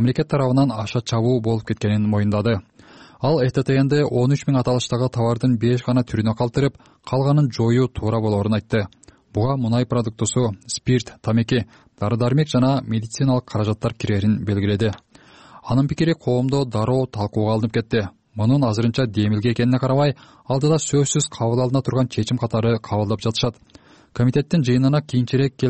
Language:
Kyrgyz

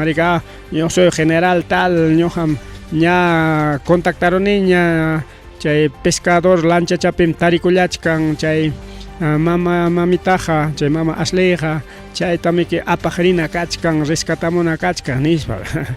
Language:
Ayacucho Quechua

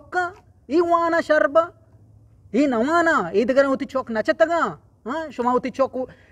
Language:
Eastern Balochi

